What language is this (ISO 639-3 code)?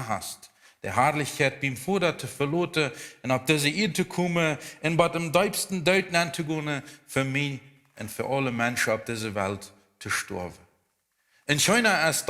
pdt